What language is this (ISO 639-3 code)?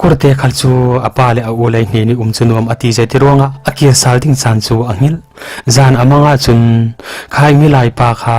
cfm